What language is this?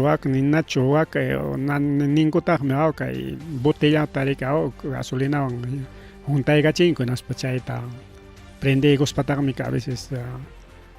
Ayacucho Quechua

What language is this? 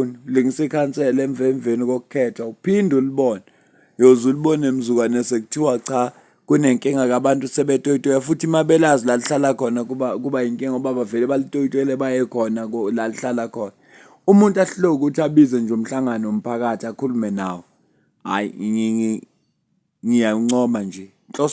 Zulu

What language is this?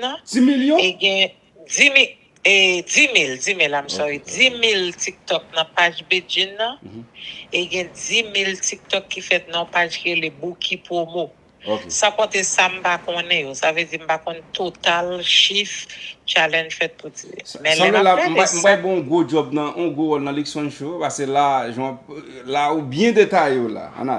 Haitian Creole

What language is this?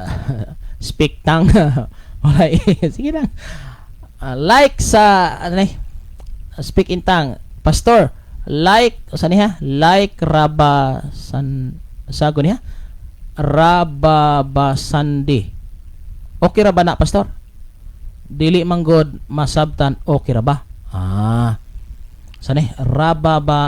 Cebuano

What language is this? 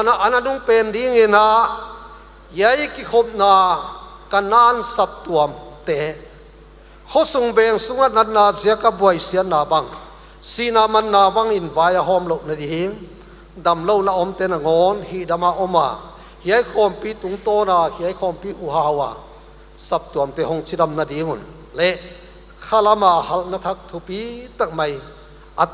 Paite Chin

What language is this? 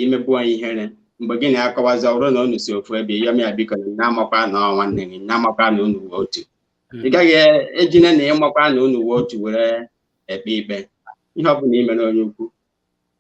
Igbo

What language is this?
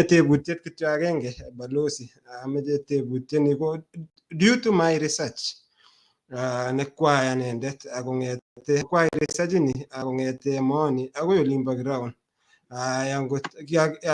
Kalenjin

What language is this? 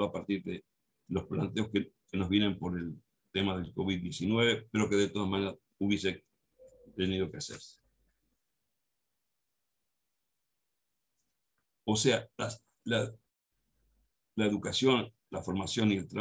Spanish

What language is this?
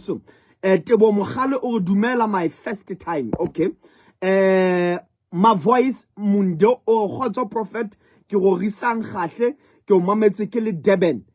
Southern Sotho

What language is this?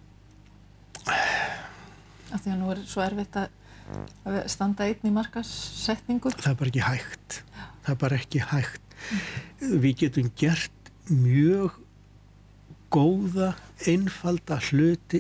Icelandic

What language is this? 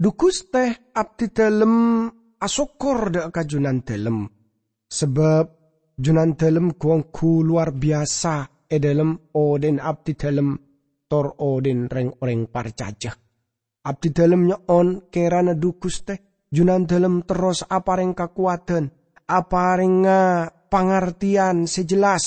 Madurese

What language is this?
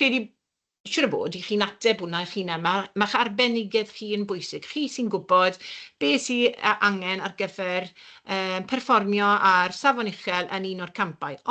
Welsh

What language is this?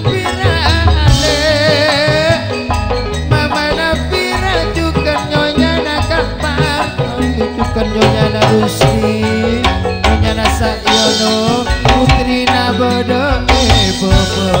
Madurese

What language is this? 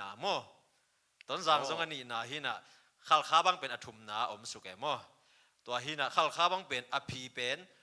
Tedim Chin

